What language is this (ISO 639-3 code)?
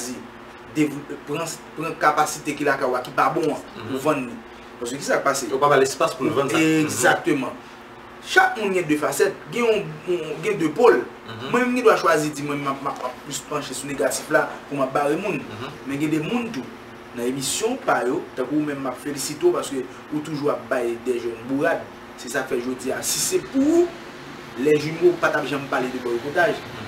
hat